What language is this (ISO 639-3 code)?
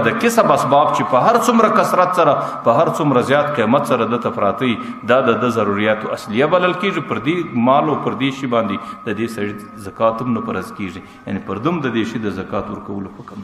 pus